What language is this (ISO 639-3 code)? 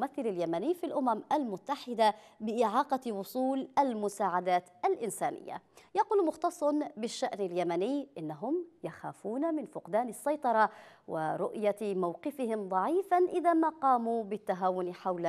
ara